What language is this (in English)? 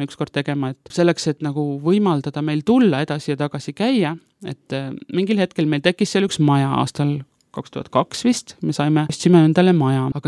Estonian